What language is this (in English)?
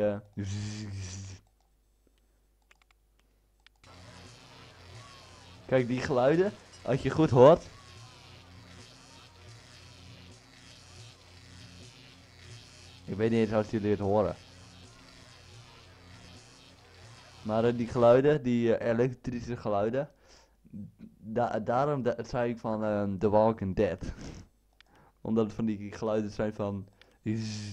Dutch